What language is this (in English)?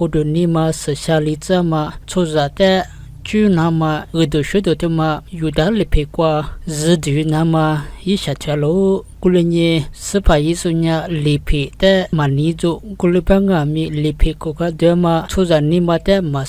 Lisu